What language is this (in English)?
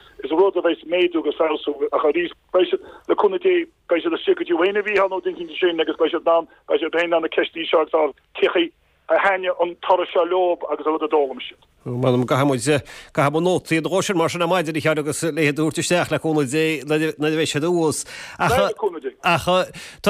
Irish